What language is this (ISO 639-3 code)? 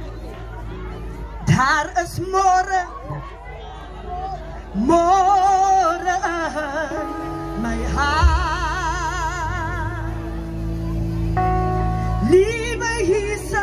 afr